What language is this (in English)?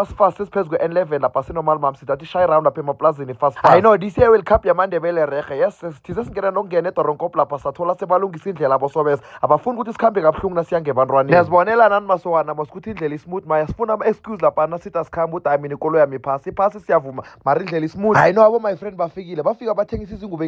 Zulu